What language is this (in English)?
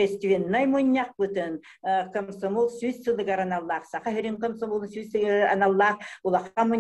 Yakut